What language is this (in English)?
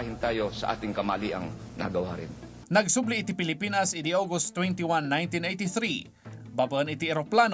Iloko